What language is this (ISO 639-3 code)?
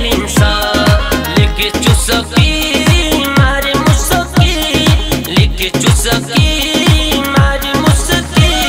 bho